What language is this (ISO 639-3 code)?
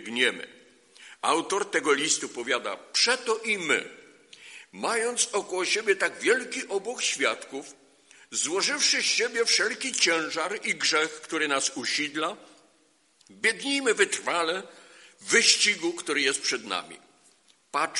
pol